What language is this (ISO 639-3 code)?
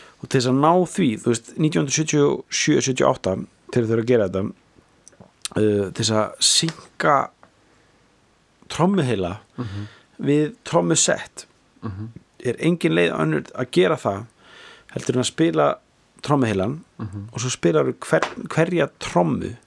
isl